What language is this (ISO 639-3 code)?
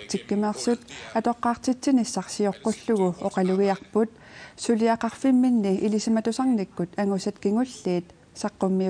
kal